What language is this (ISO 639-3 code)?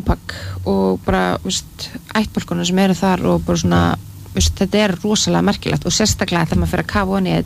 isl